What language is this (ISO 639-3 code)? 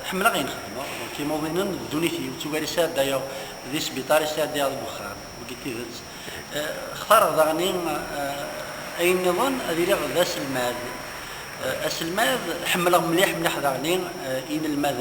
kab